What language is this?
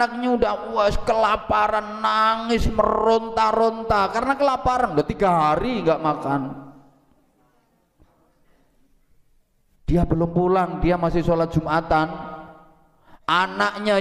Indonesian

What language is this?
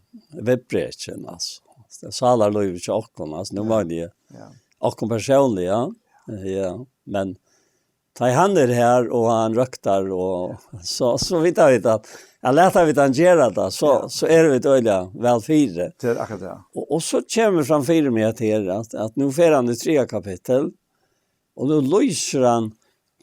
Faroese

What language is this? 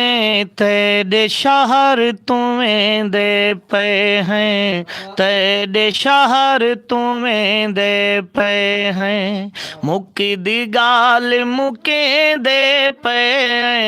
Saraiki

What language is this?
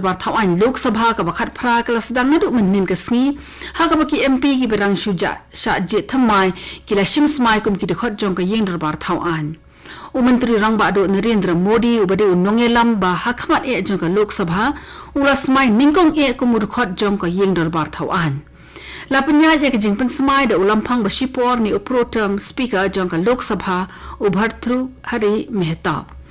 Khasi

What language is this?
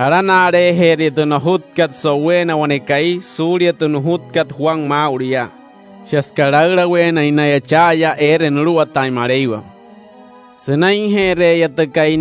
Wayuu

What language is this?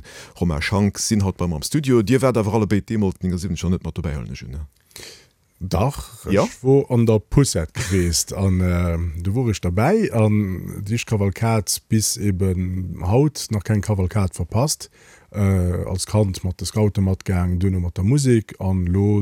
Luxembourgish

